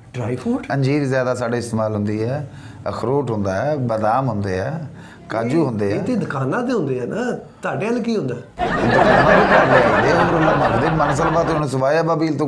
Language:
Punjabi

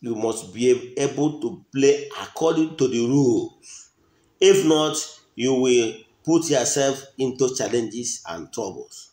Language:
Igbo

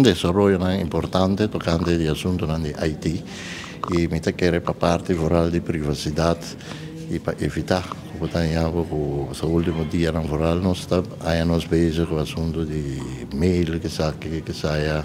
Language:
Papiamento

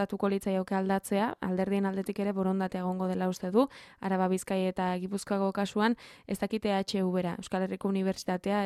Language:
Basque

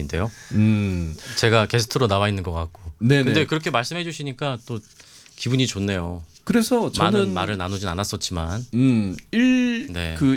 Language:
Korean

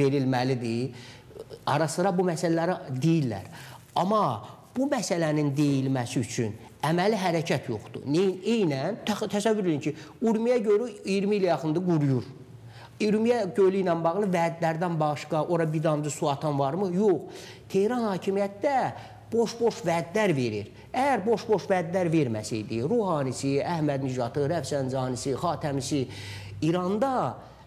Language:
Azerbaijani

